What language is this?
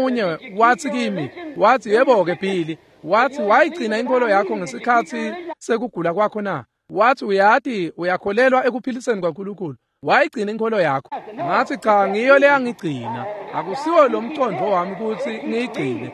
Swati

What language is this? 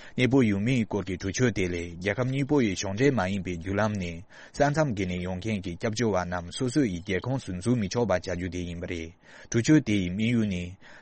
Tibetan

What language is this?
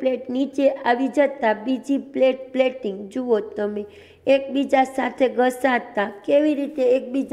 Gujarati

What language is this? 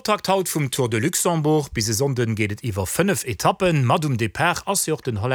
Luxembourgish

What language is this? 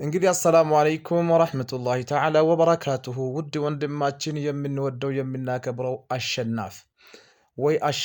Amharic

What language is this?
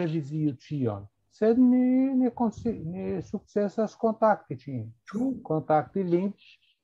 Esperanto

